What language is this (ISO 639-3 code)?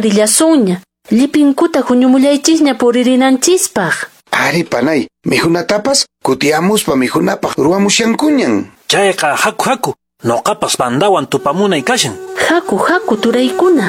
que